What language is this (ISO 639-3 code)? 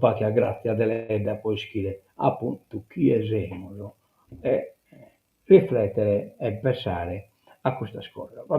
srd